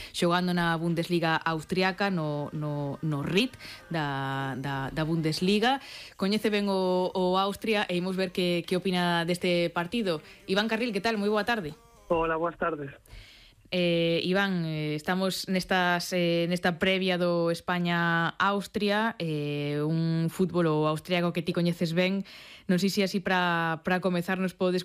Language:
Galician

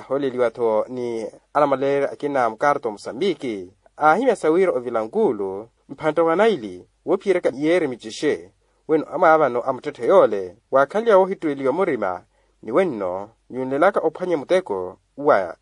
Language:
Makhuwa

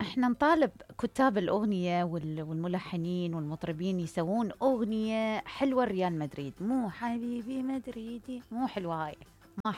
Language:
Mesopotamian Arabic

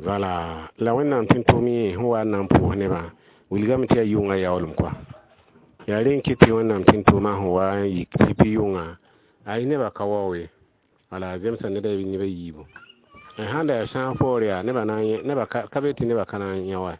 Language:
Mossi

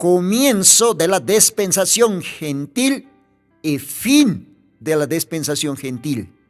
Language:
Aymara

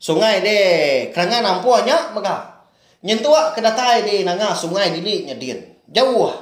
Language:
Iban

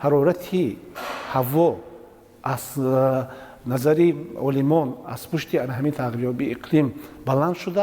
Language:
Tajik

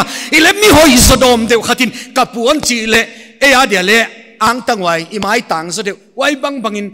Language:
Paite Chin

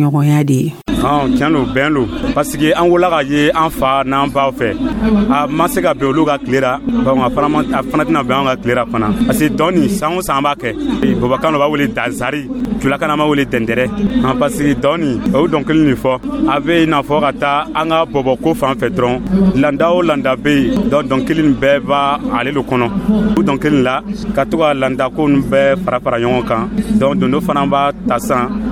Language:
Dyula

